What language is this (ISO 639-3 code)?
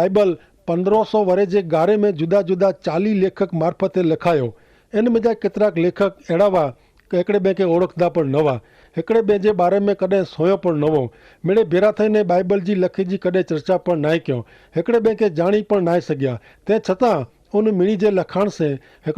kfr